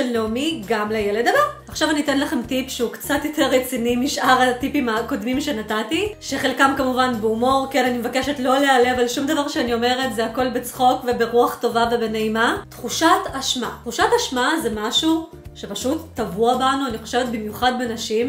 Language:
Hebrew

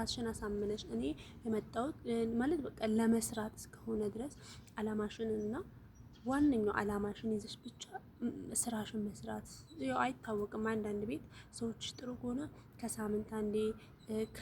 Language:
Amharic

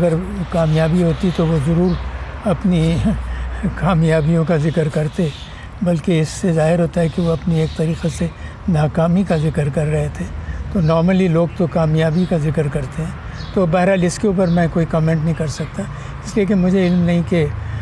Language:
Urdu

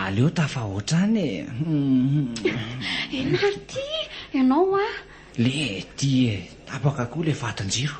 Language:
Malagasy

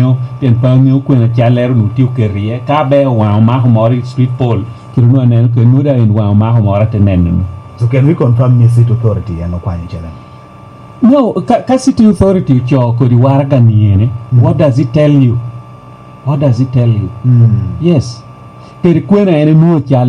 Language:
Lango (Uganda)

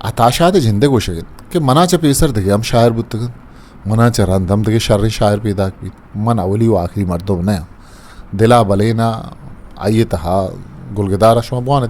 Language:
Eastern Balochi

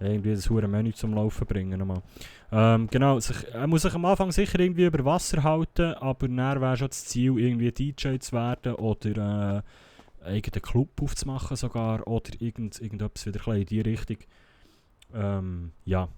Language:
Swiss German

